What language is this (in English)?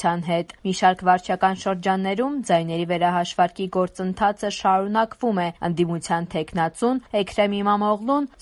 Armenian